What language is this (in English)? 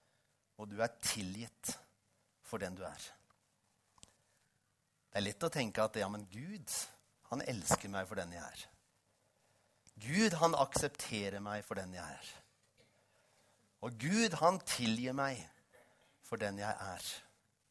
Norwegian